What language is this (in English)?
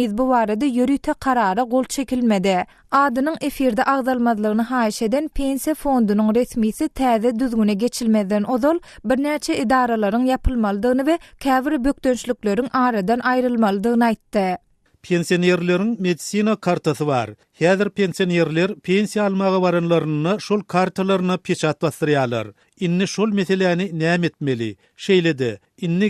Turkmen